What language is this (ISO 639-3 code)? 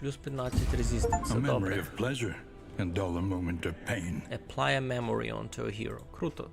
rue